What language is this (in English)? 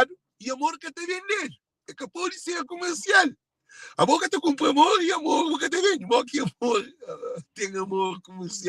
Kabuverdianu